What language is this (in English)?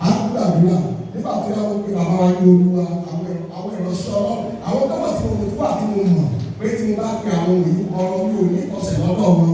Yoruba